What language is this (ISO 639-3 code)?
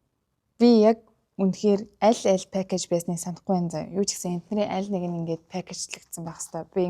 mon